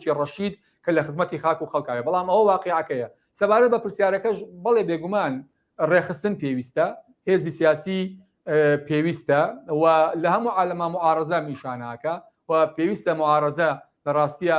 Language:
Central Kurdish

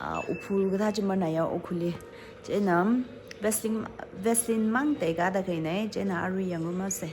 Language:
Tangkhul Naga (India)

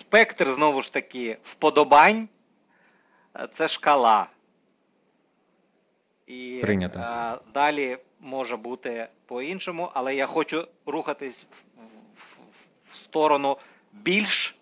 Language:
Ukrainian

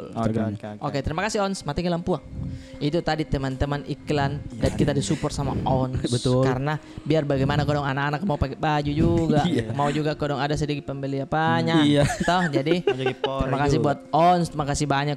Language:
Makassar Malay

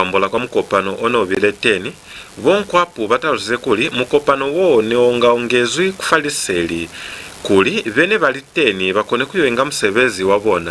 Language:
Lozi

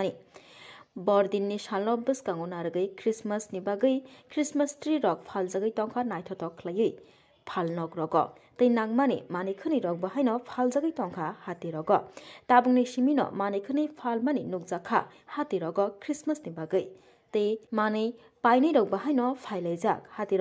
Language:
Kok Borok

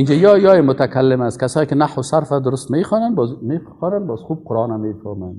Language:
Persian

